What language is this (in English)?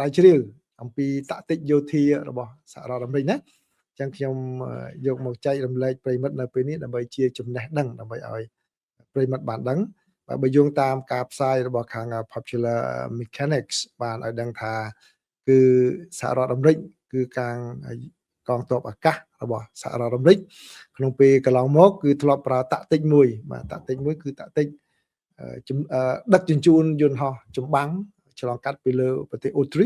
Khmer